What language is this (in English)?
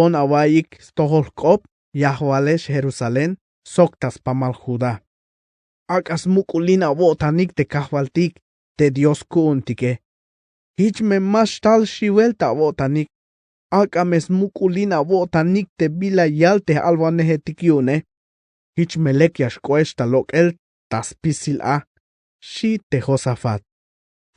Tzeltal